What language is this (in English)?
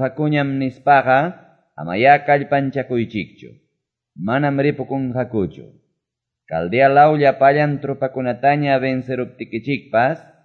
Quechua